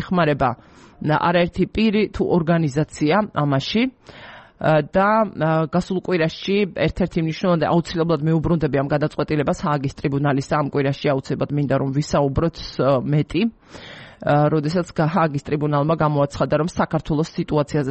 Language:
Georgian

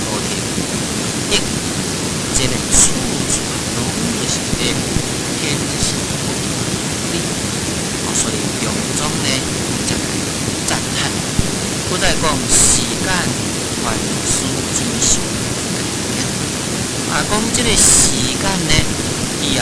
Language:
Min Nan Chinese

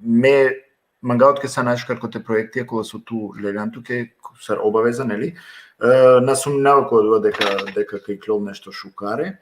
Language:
Balkan Romani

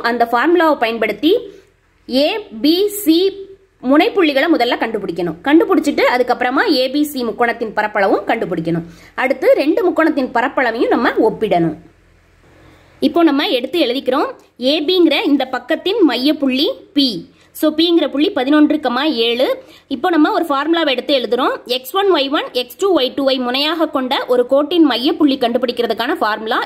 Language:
Tamil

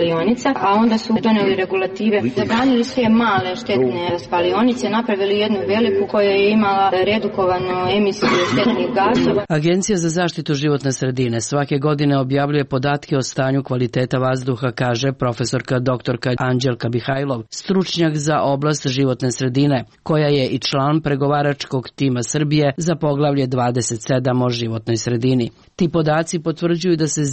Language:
Serbian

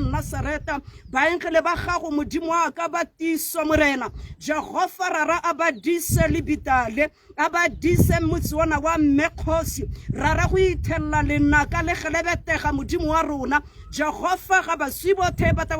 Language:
Tswana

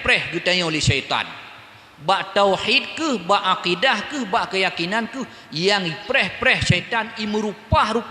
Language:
Achinese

